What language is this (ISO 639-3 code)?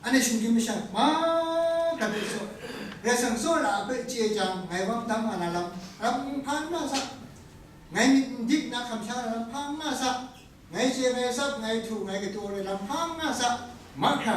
kac